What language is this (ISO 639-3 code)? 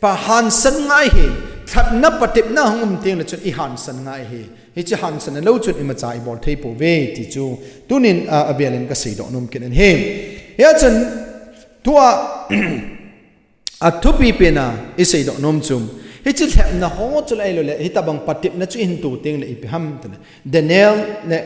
tcz